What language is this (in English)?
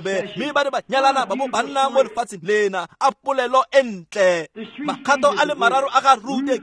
Tswana